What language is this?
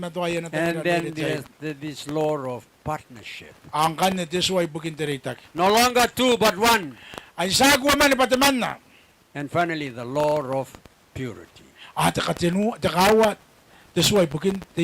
Gilbertese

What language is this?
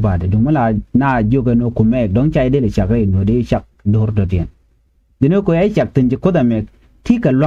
Nuer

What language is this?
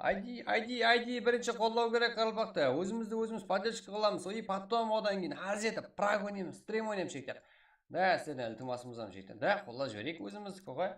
Kara-Kalpak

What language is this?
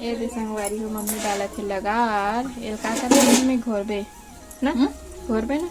Chhattisgarhi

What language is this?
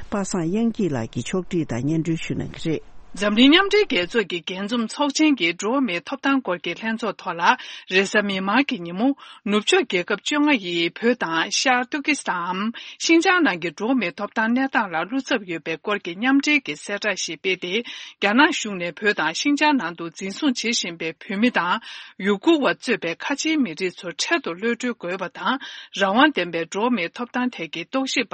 Tibetan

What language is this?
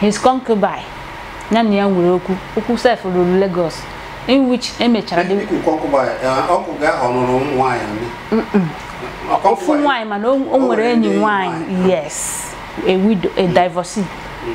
Igbo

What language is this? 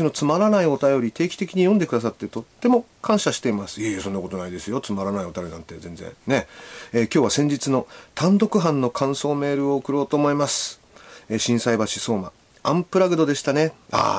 Japanese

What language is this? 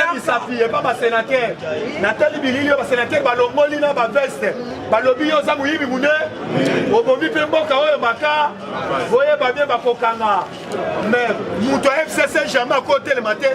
Lingala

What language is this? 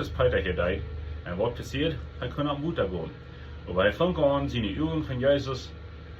Plautdietsch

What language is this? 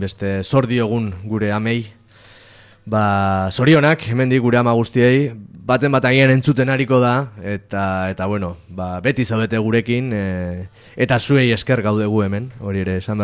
Basque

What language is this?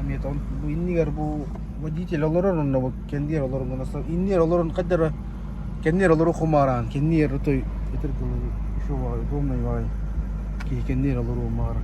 Yakut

